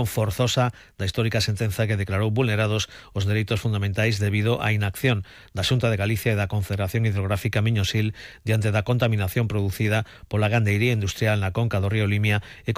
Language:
Galician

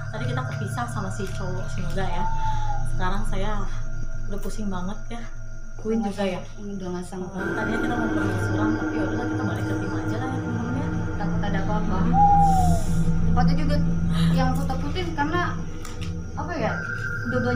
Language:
Indonesian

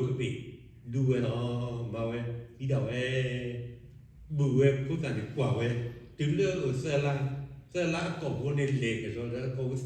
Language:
S'gaw Karen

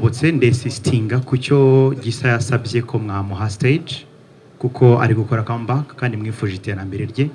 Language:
Kinyarwanda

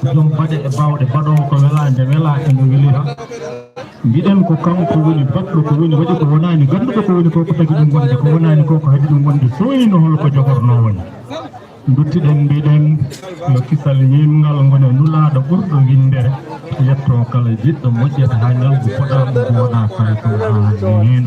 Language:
Fula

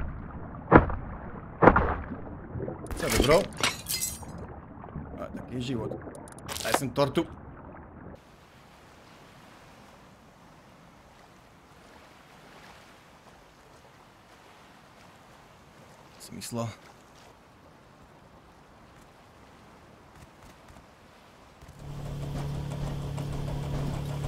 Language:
Slovak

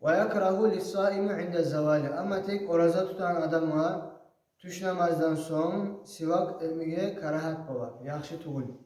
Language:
Kumyk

